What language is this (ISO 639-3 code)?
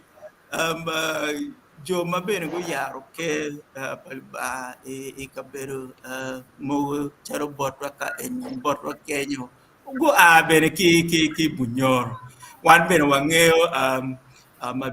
ach